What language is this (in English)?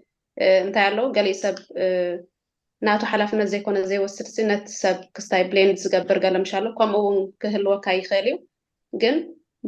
Tigrinya